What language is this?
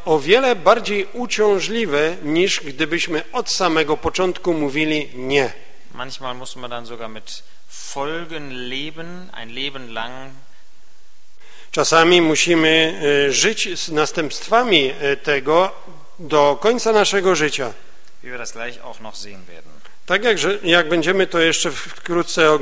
Polish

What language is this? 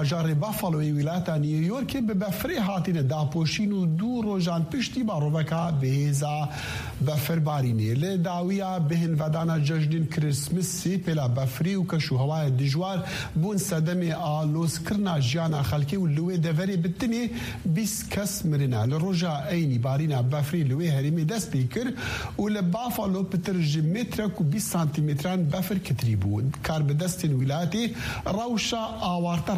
Kurdish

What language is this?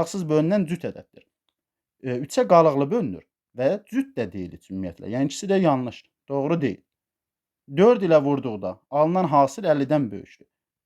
Azerbaijani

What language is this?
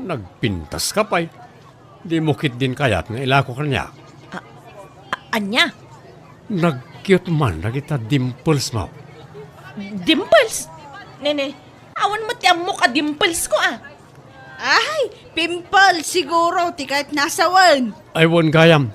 Iloko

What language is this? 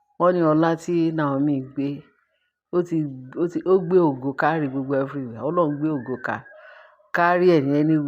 Yoruba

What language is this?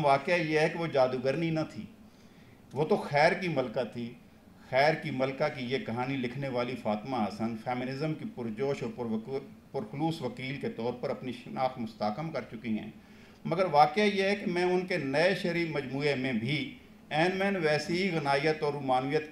Urdu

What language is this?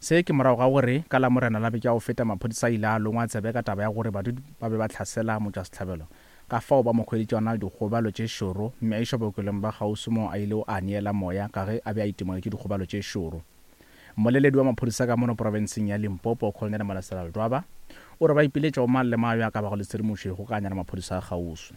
Northern Sotho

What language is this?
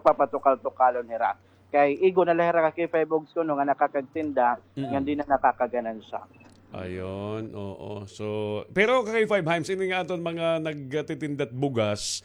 Waray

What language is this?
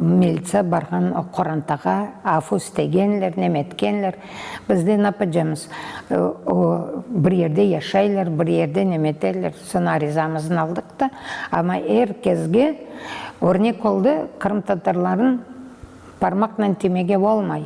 Crimean Tatar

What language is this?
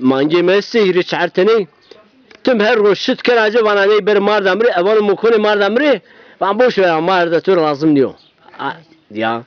Zaza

